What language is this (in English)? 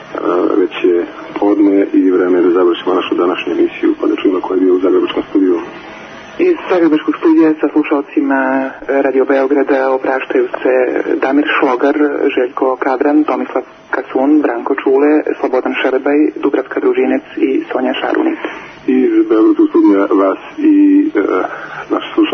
Serbian